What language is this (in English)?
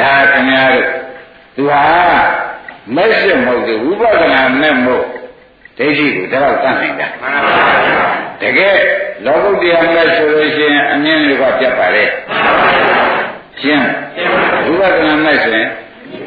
Burmese